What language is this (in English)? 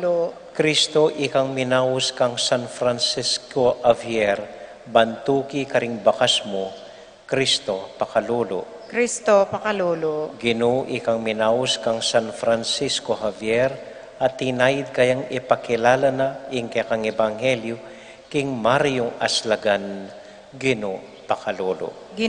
Pampanga